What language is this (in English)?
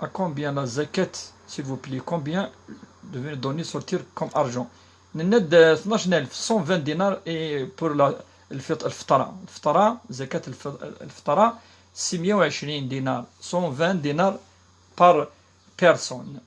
Kabyle